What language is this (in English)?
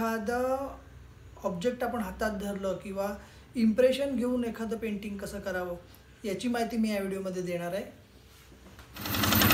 Marathi